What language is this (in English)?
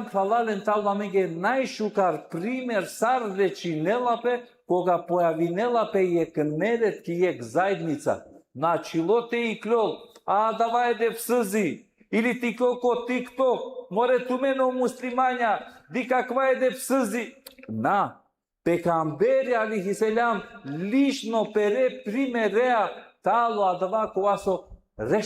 Balkan Romani